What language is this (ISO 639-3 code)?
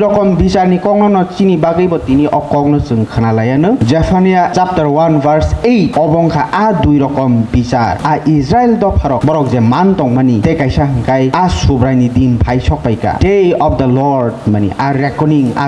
trp